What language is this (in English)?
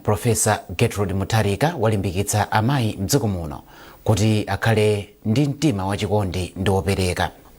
Nyanja